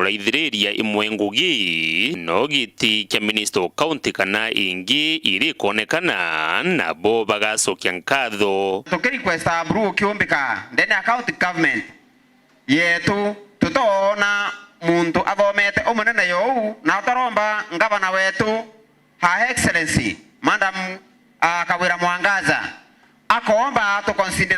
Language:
Meru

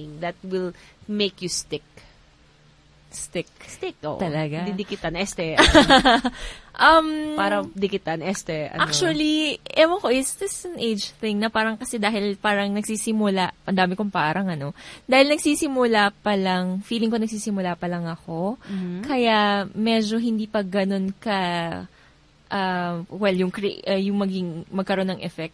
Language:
Filipino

